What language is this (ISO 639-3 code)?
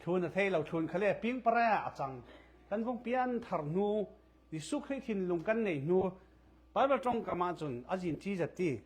cfm